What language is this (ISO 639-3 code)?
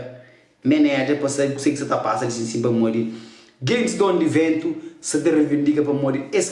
kea